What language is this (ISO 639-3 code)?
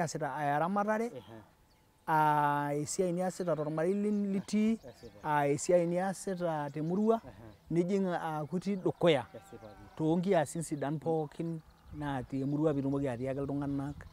mas